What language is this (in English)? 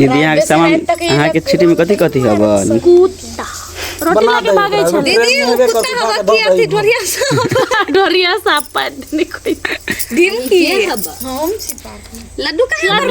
Maithili